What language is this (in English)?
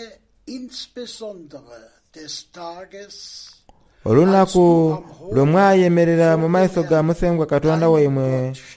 Soga